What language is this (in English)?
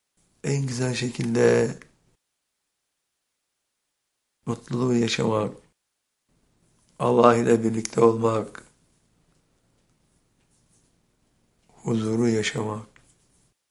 Turkish